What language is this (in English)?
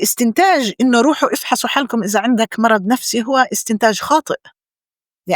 North Levantine Arabic